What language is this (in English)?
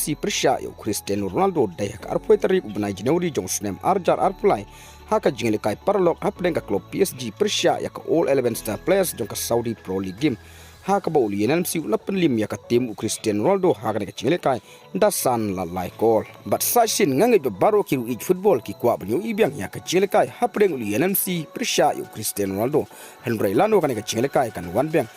Khasi